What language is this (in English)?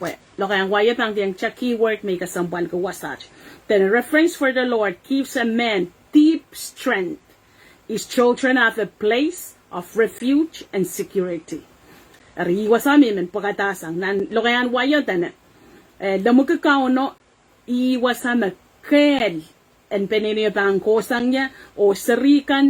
Pohnpeian